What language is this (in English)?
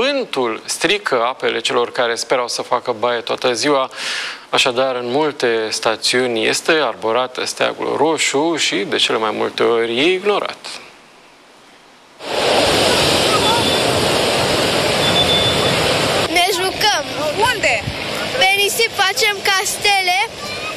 Romanian